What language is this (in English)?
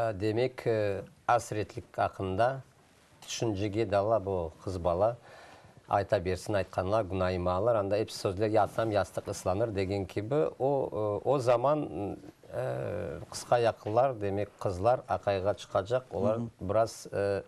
Crimean Tatar